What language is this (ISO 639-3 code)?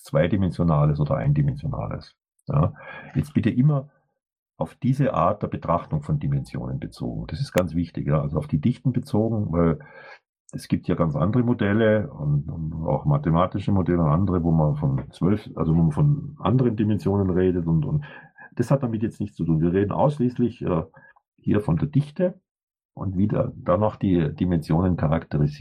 deu